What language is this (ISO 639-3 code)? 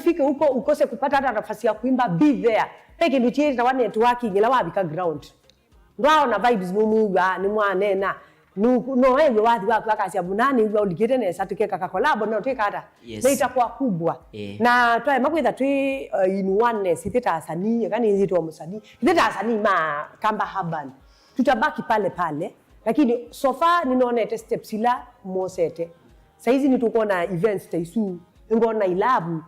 kam